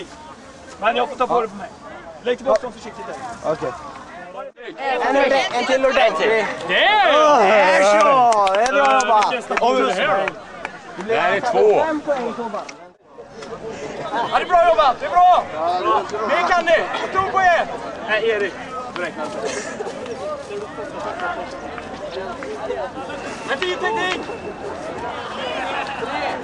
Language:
Swedish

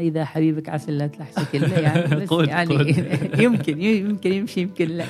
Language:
Gulf Arabic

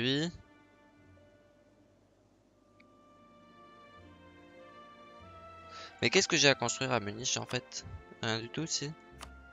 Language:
French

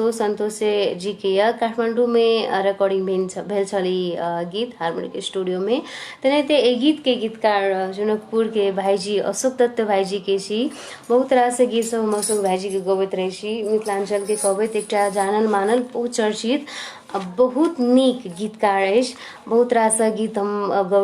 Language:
Maithili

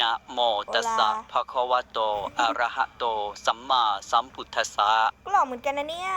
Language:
Northeastern Thai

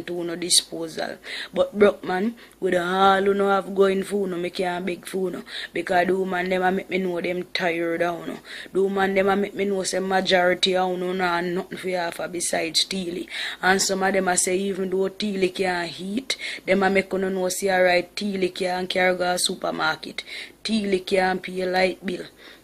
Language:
Jamaican Creole English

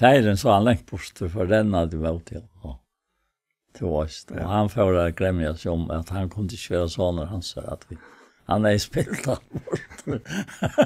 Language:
Faroese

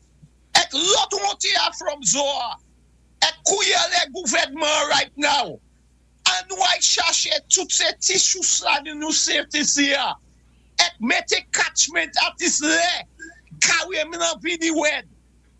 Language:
Saint Lucian Creole French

